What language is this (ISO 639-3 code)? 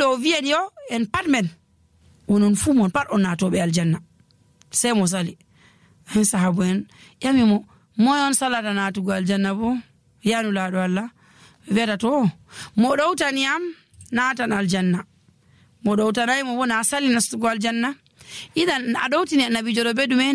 fuv